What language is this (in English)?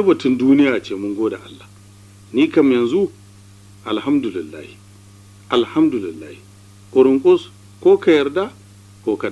Hausa